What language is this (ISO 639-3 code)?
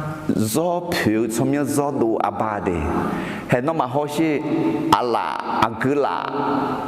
ahk